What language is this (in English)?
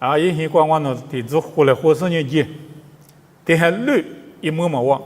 Lisu